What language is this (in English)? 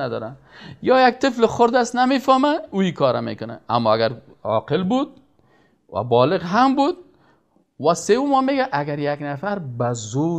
Persian